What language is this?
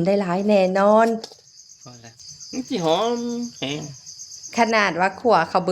Lao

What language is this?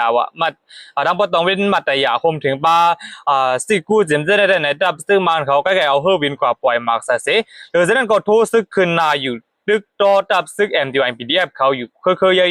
Shan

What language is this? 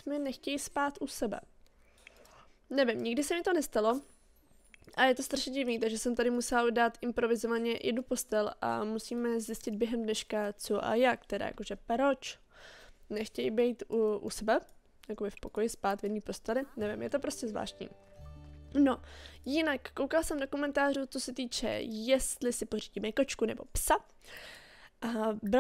Czech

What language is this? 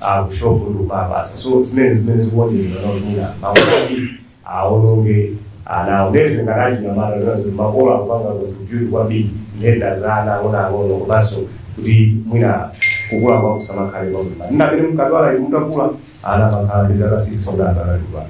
Nyanja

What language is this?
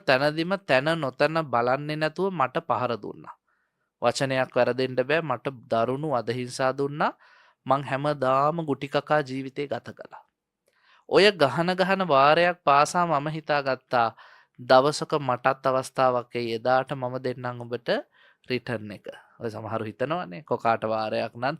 Sinhala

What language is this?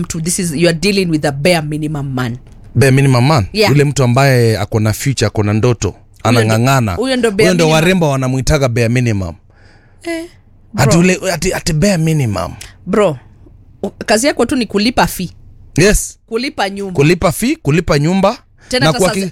Swahili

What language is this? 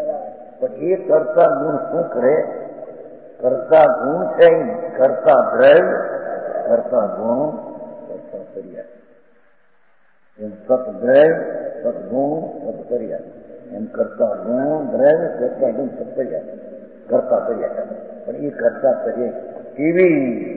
Gujarati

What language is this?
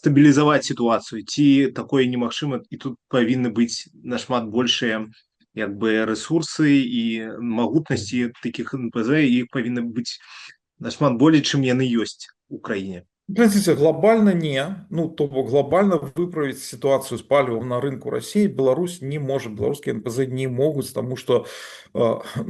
Belarusian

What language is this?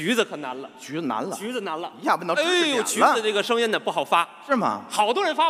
Chinese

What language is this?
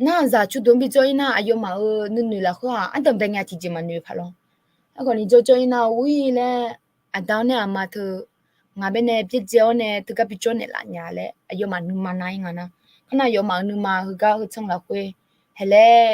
Akha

